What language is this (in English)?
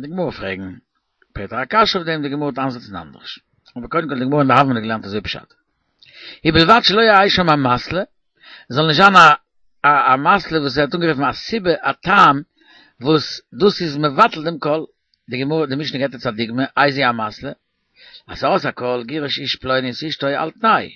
Yiddish